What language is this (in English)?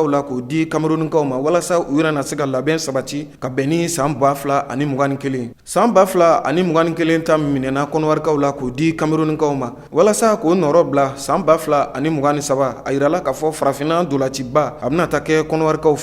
Bambara